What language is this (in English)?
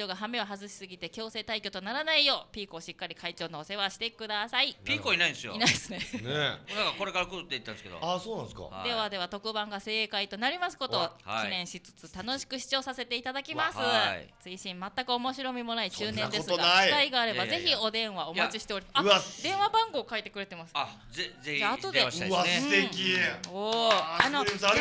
Japanese